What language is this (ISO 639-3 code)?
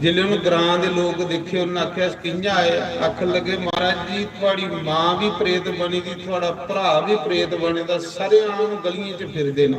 doi